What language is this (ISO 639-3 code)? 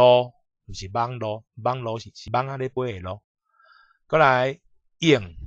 nan